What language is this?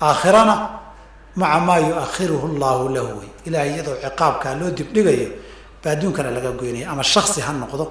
Somali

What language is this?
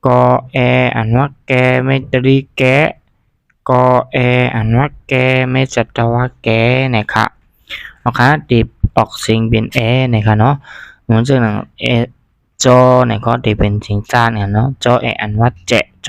Shan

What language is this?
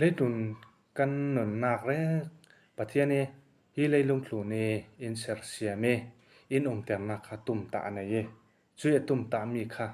Falam Chin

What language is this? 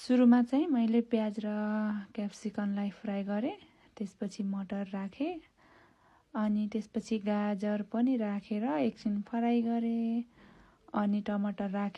Nepali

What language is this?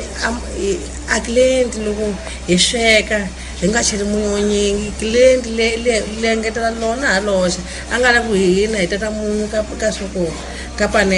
Tsonga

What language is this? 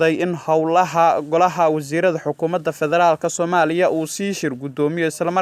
Somali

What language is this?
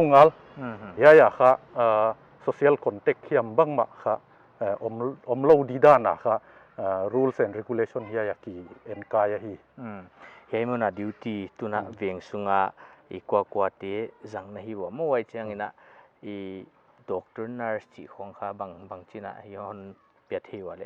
Paite Chin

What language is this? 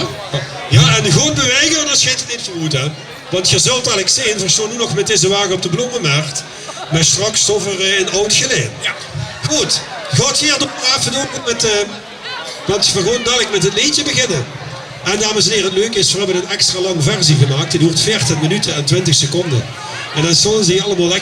Limburgish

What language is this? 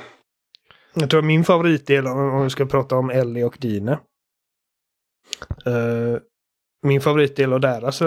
Swedish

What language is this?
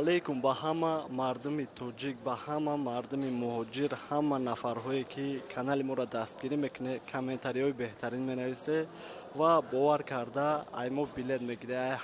Tajik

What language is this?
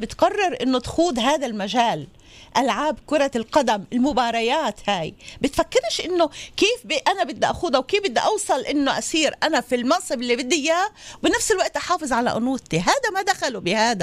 North Levantine Arabic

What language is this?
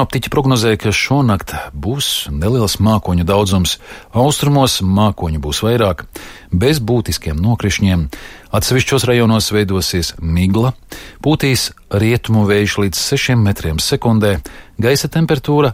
Latvian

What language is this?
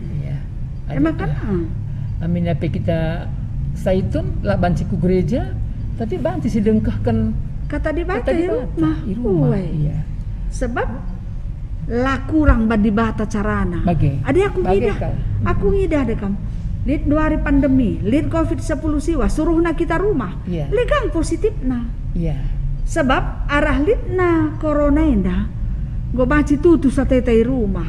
Batak Karo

